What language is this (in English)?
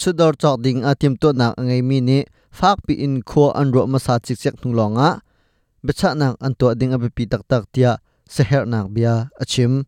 Hakha Chin